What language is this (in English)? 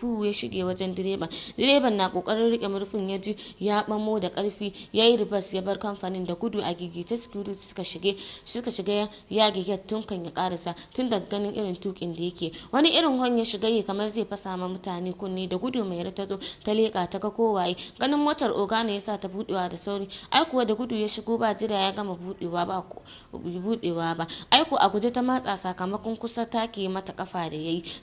Hausa